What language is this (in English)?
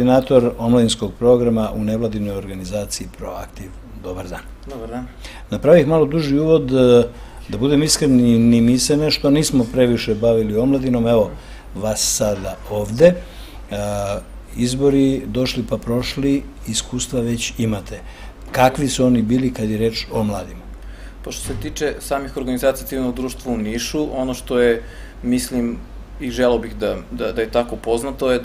Serbian